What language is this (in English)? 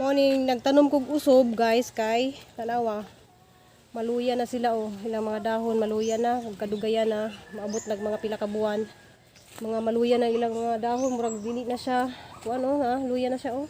Cebuano